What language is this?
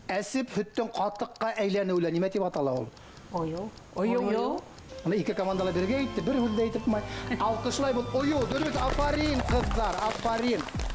Bashkir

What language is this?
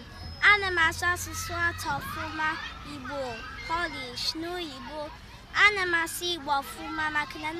Igbo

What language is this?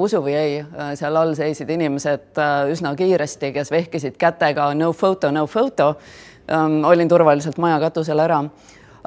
Estonian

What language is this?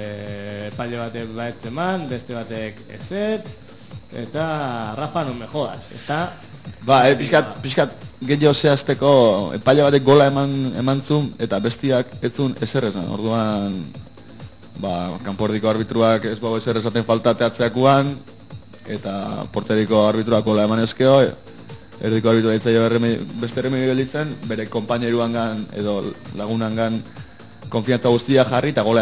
Basque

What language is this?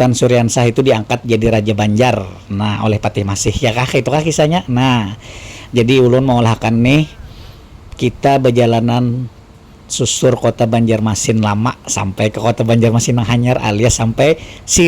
Banjar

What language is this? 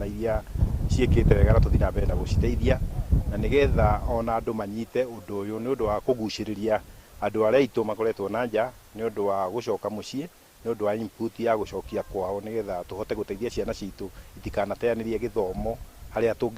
Kikuyu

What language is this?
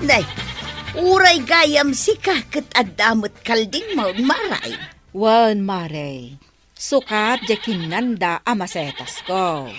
Iloko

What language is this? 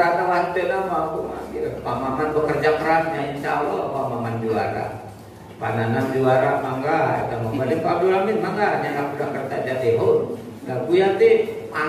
Sundanese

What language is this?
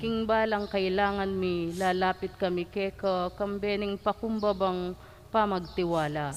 Pampanga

